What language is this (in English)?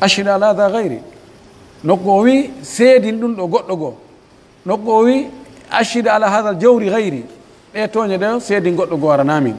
Pular